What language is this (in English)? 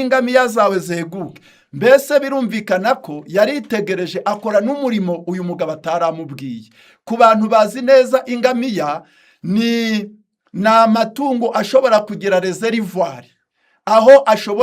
Kinyarwanda